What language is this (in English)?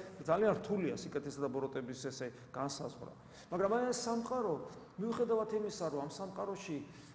Georgian